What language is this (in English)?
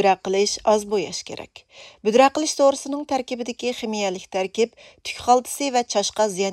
Uyghur